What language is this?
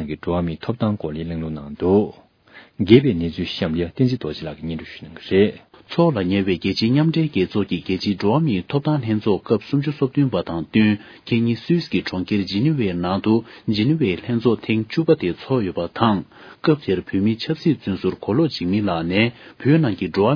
Tibetan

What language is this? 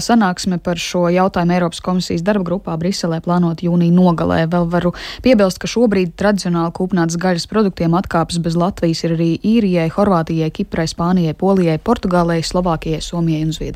Latvian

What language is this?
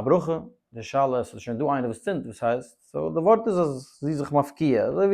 Yiddish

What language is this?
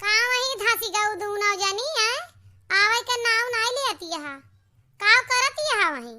Awadhi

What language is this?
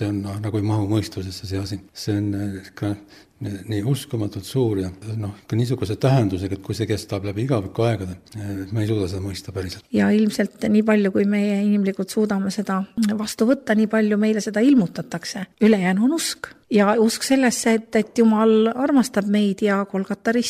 Estonian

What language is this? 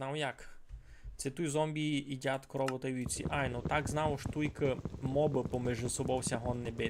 Rusyn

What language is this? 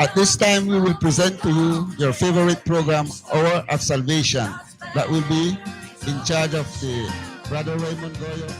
Mískito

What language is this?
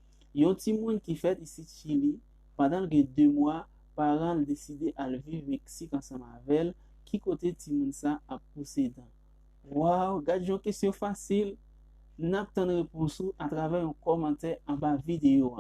Haitian Creole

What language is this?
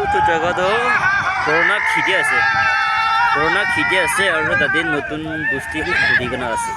Naga Pidgin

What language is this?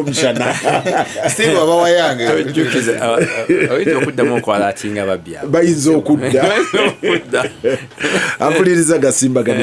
Ganda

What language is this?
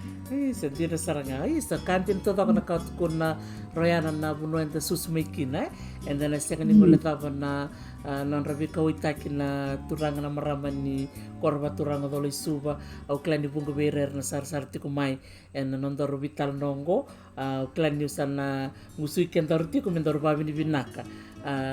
Fijian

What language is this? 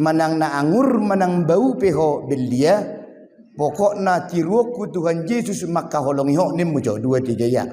Batak Toba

